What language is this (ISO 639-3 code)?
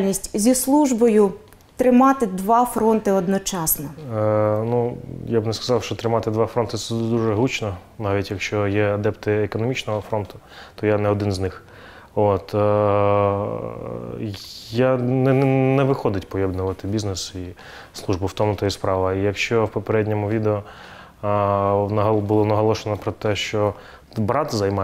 ukr